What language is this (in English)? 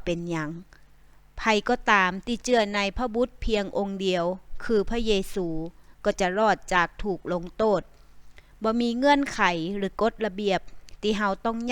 Northern Thai